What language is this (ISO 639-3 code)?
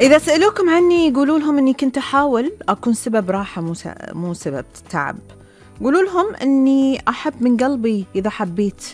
afb